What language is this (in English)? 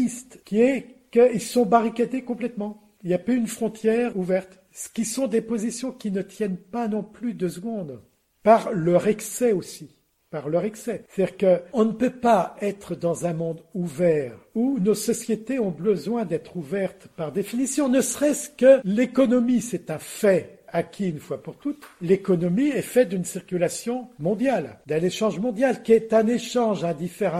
French